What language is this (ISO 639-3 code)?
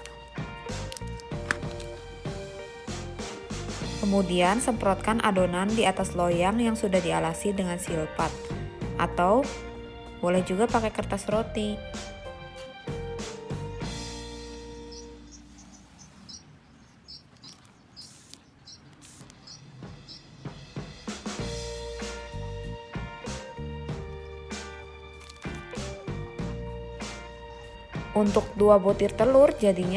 ind